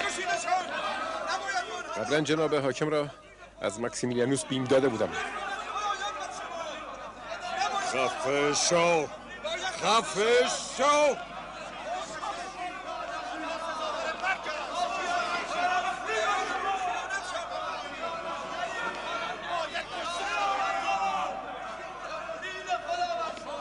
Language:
Persian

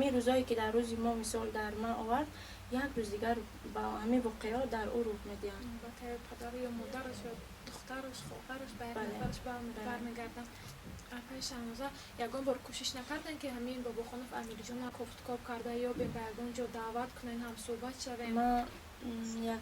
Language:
Tajik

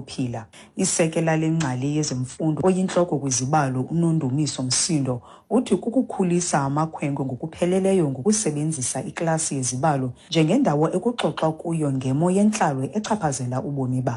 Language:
Xhosa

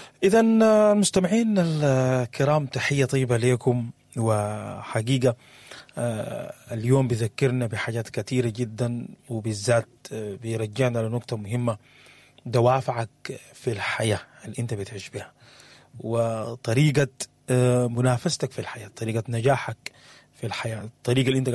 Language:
Sudanese Arabic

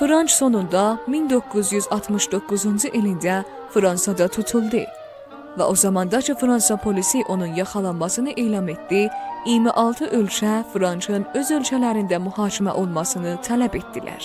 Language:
South Azerbaijani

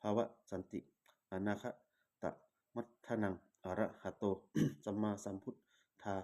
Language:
Pali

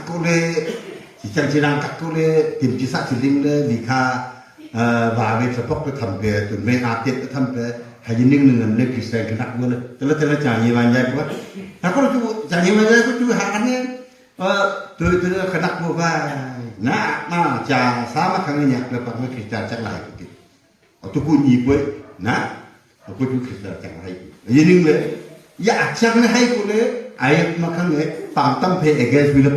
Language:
Wancho Naga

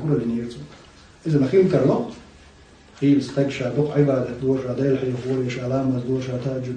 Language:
Chechen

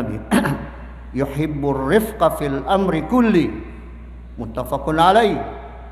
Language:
Maranao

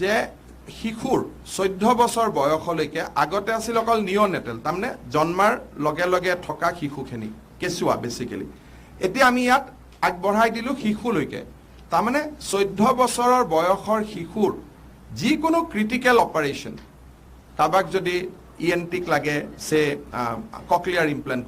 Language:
Assamese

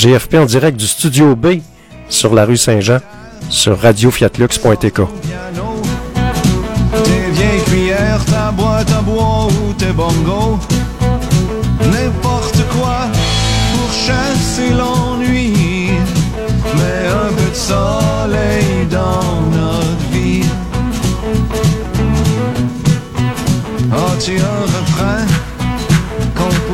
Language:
French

